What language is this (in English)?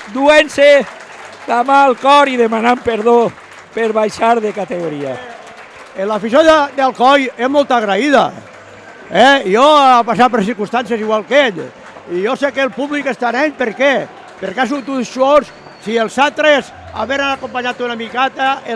Catalan